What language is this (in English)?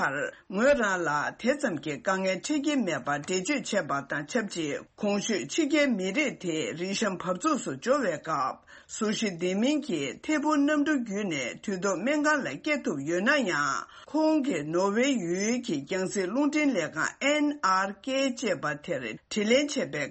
Tibetan